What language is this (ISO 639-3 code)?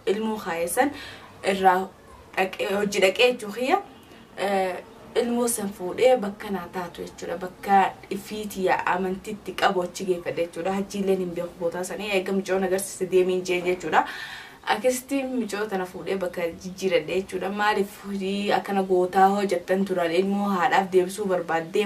orm